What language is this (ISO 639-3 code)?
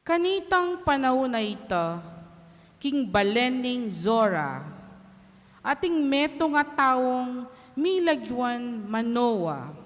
pam